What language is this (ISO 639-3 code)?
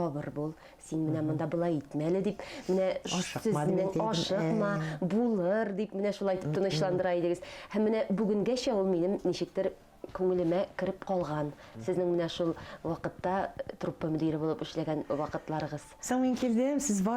tat